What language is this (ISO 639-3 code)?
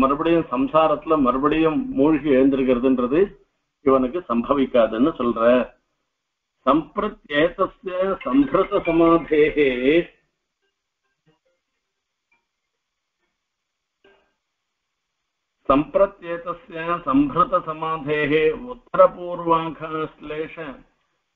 tam